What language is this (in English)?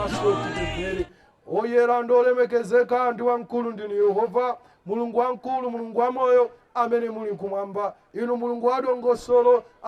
Nyanja